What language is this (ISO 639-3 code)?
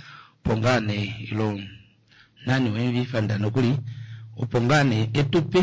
kua